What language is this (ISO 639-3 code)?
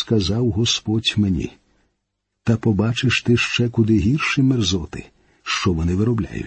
ukr